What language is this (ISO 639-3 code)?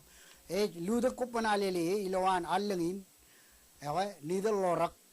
mah